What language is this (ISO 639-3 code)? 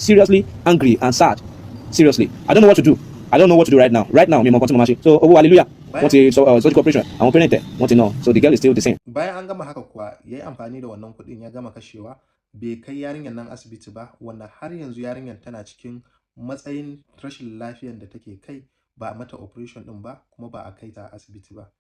hau